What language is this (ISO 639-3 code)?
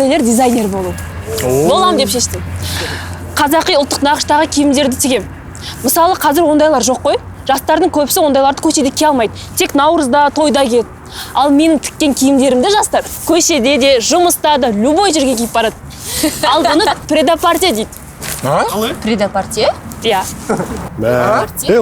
kaz